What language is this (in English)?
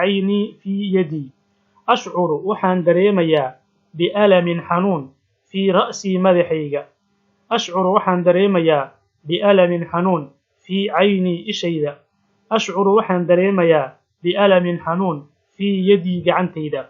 Somali